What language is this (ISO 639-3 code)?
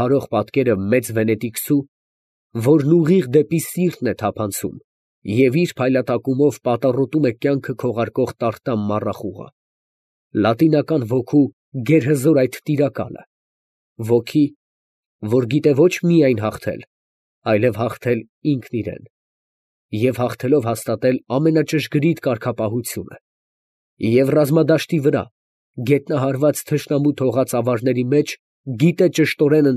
hye